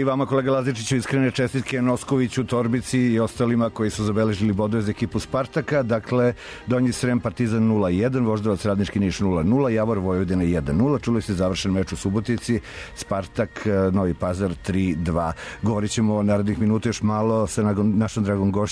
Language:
Serbian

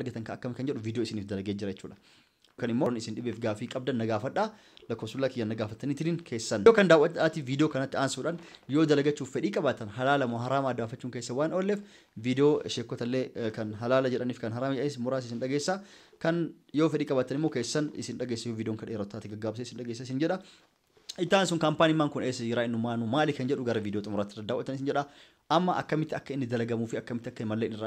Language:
Oromo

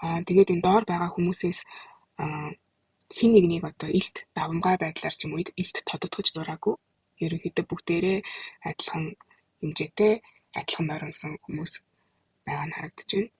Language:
Mongolian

